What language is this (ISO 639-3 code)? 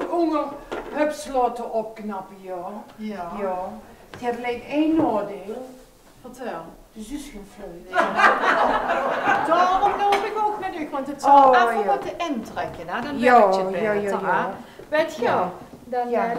lim